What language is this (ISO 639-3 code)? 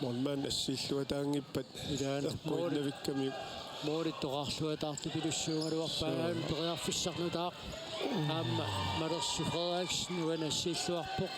kal